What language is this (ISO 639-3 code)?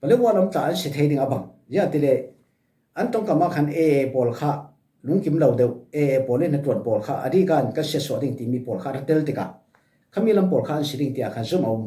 cfm